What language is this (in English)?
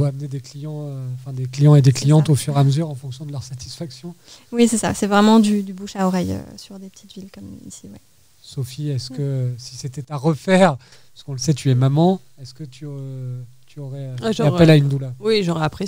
French